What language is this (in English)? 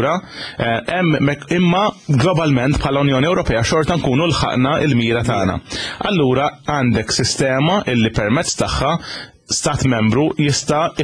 Maltese